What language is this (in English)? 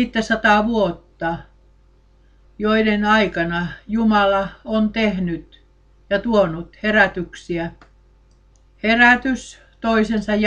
Finnish